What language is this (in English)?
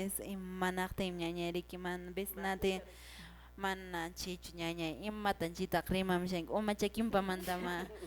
Quechua